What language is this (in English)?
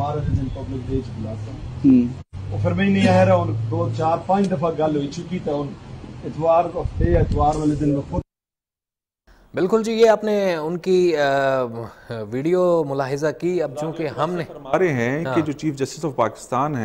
Urdu